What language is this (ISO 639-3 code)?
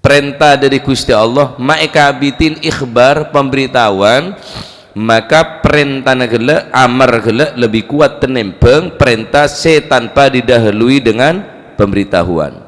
mad